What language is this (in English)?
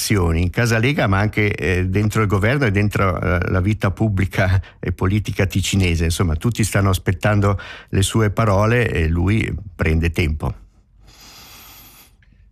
Italian